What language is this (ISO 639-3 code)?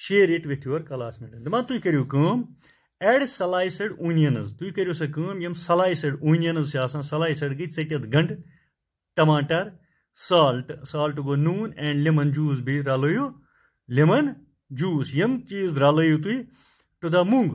kas